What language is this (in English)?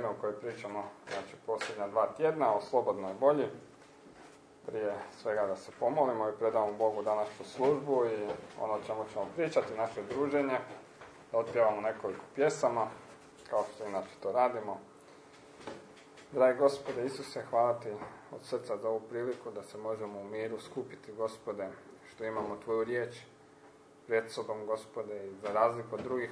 Croatian